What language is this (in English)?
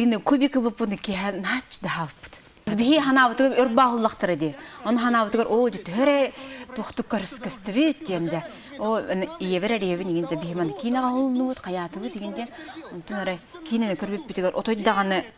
Yakut